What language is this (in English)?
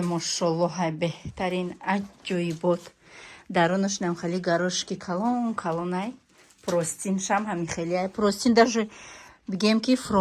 Tajik